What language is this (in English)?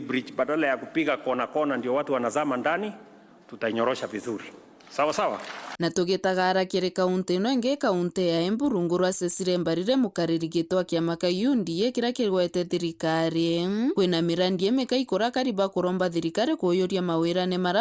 Meru